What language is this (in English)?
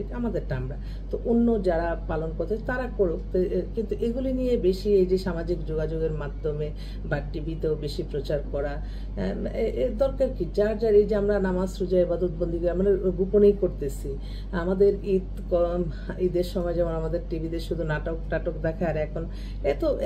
Bangla